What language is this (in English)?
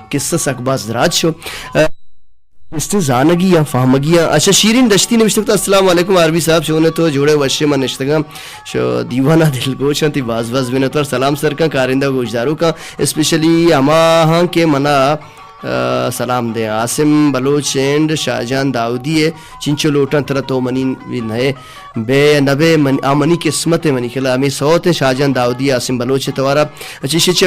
Baluchi